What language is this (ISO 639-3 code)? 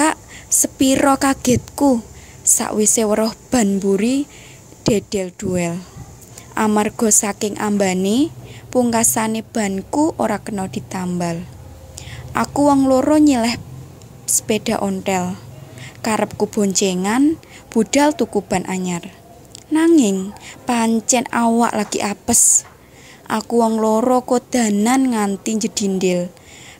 jav